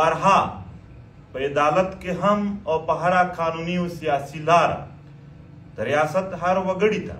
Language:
Pashto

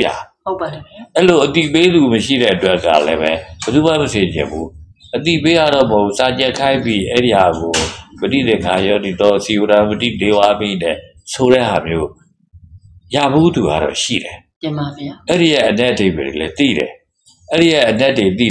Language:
Burmese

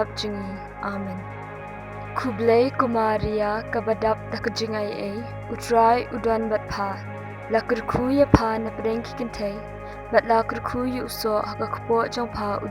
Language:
Khasi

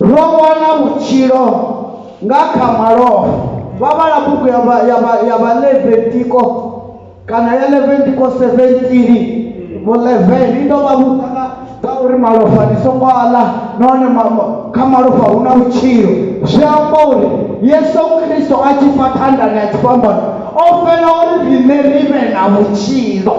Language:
Venda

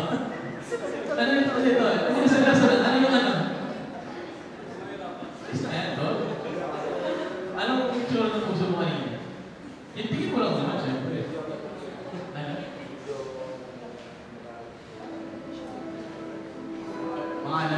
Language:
Filipino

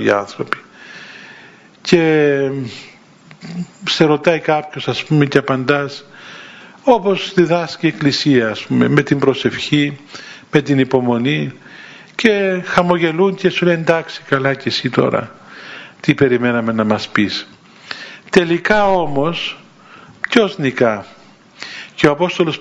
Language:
Greek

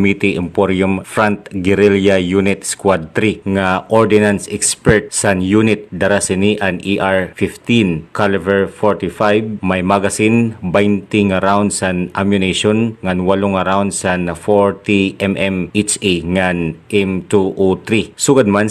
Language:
Waray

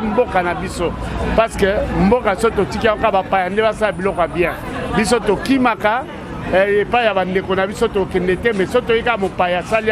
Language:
Lingala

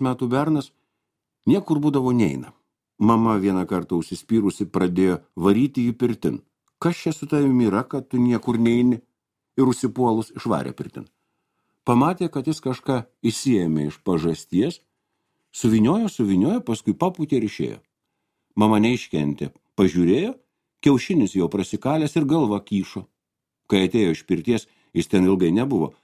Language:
Lithuanian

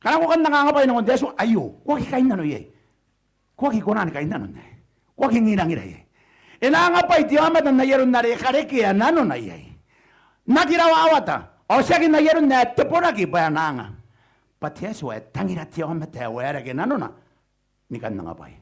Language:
Gilbertese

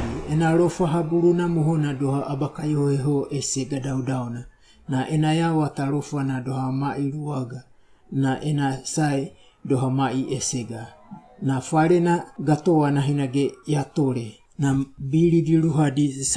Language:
Wagawaga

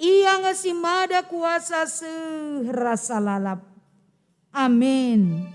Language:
Batak Karo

